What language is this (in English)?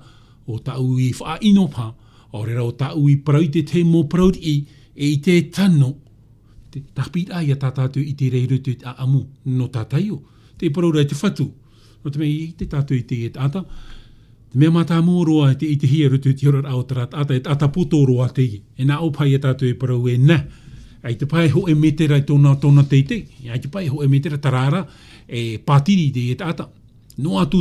Tahitian